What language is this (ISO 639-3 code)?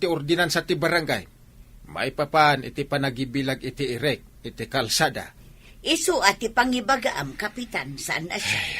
ilo